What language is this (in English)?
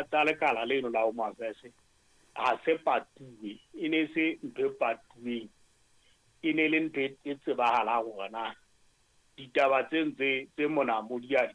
Southern Sotho